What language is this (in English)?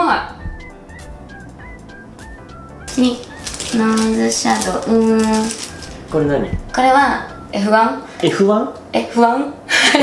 Japanese